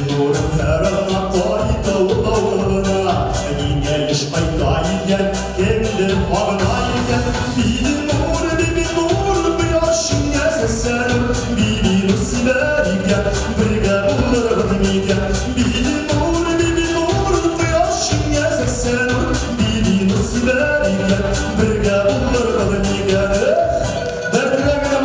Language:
Bashkir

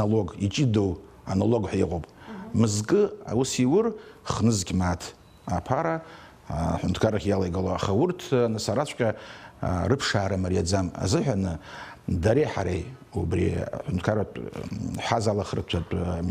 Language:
Abkhazian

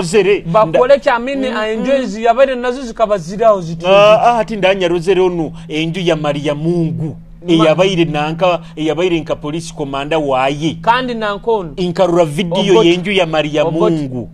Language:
Nyoro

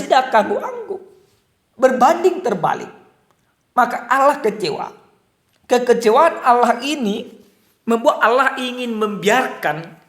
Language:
Batak Toba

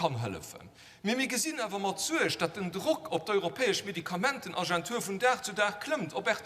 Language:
Luxembourgish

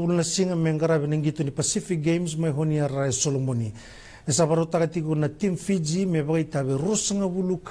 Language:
Fijian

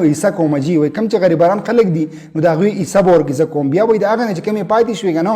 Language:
Pashto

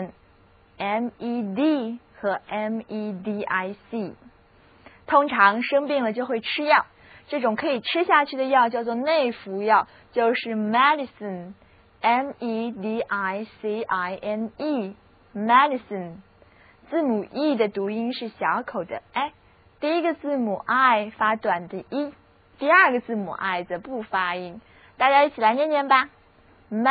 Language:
Chinese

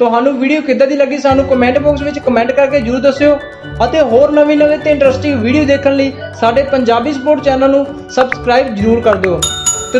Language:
Punjabi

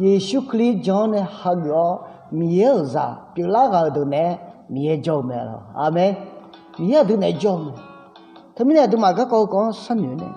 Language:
Akha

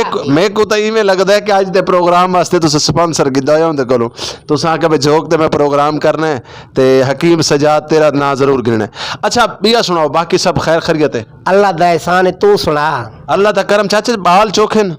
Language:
Western Panjabi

